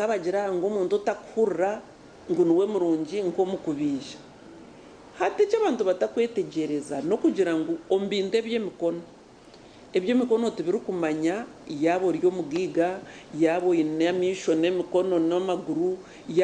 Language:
Nyankole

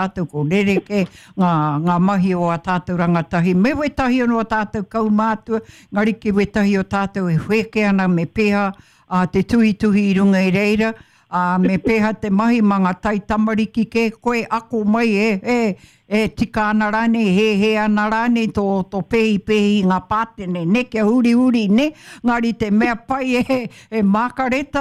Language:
Māori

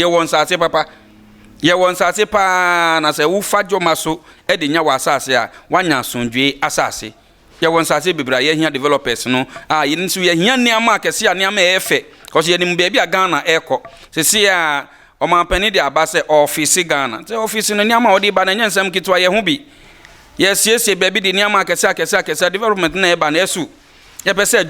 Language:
Akan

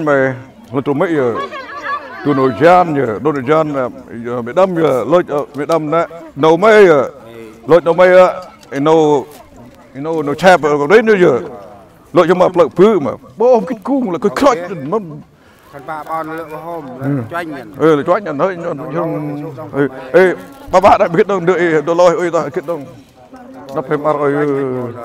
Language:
Central Mnong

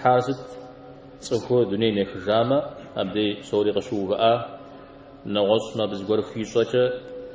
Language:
Kabardian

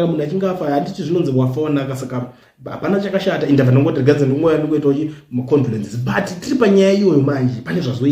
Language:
Shona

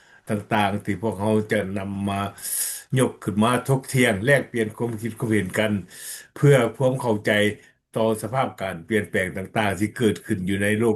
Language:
Lao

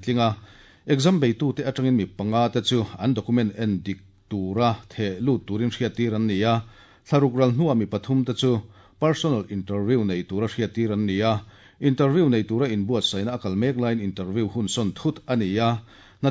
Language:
Mizo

